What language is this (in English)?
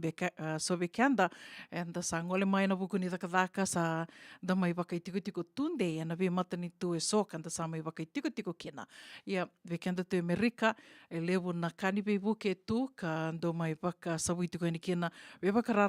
Fijian